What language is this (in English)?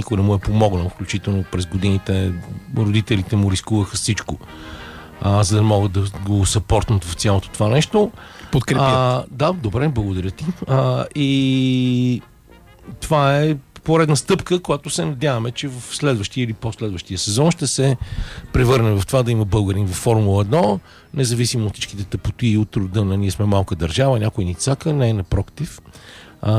Bulgarian